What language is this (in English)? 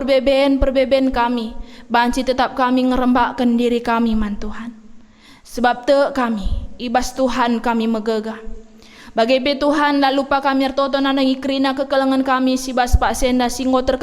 Batak Karo